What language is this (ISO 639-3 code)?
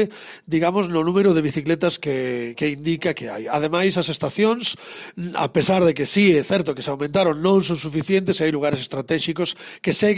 glg